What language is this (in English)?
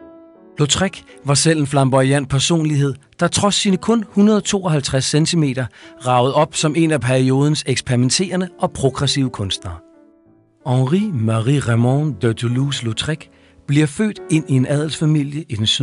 Danish